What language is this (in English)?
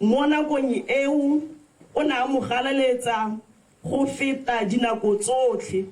Tswana